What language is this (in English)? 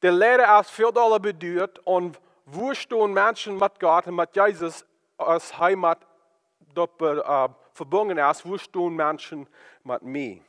Plautdietsch